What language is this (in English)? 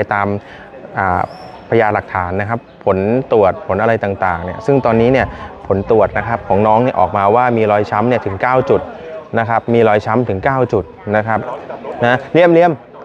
Thai